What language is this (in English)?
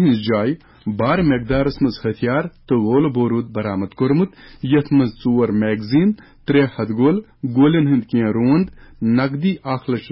Kashmiri